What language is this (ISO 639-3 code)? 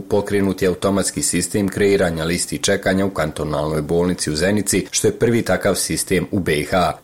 bos